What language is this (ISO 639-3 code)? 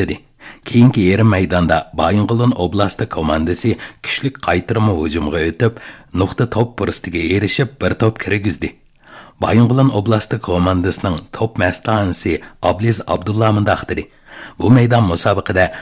uig